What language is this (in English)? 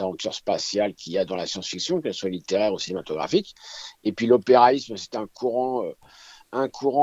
French